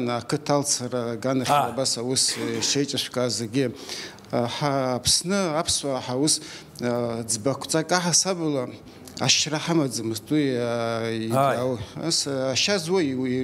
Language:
Abkhazian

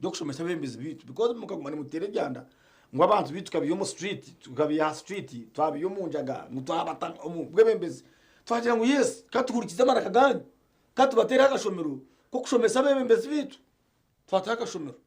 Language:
Nyankole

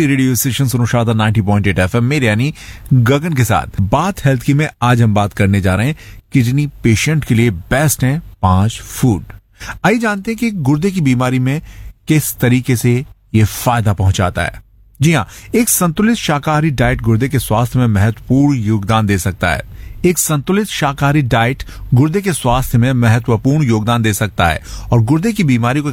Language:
Hindi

